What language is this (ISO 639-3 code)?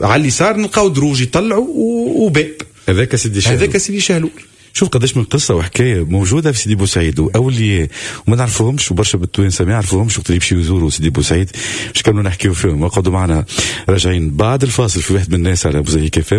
aeb